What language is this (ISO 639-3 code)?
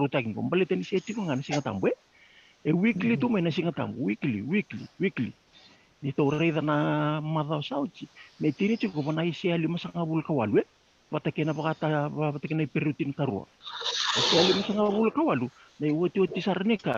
fij